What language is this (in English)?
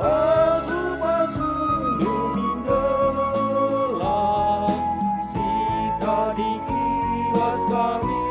Batak Karo